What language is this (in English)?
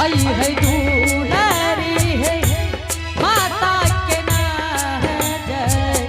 Angika